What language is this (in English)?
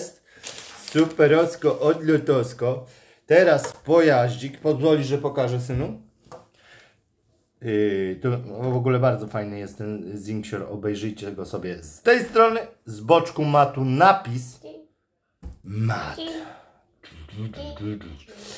Polish